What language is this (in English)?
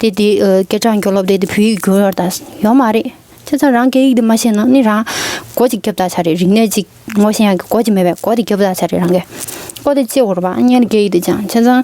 Tibetan